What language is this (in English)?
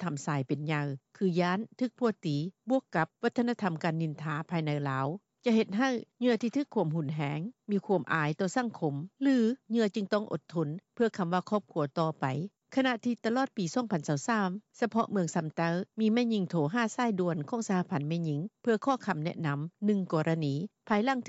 Lao